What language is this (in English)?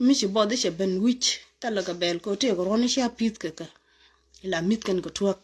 Nuer